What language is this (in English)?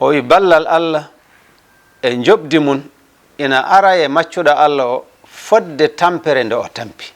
Fula